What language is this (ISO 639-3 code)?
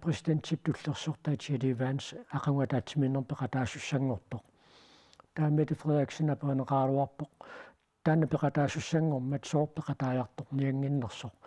kal